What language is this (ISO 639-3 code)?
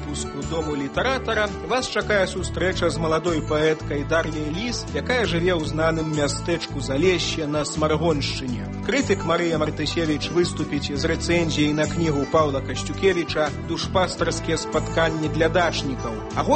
bel